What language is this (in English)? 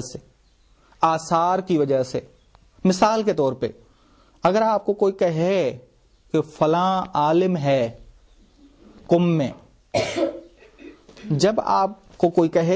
Urdu